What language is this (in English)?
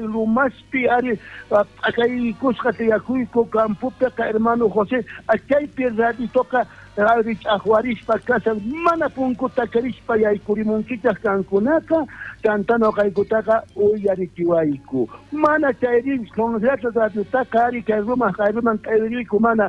South Bolivian Quechua